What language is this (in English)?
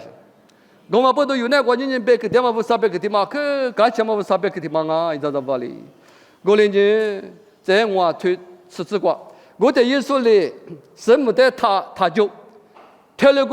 Lisu